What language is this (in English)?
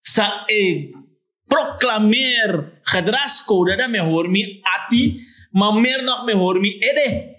Sranan Tongo